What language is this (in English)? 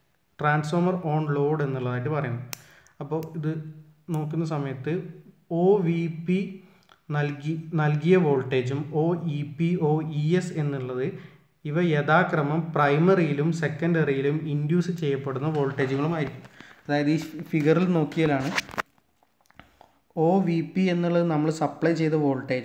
Malayalam